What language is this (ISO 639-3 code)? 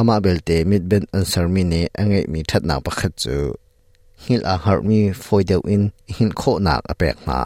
cnh